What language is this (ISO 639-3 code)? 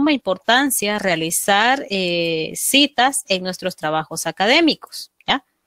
spa